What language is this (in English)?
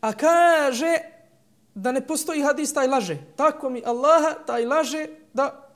Bosnian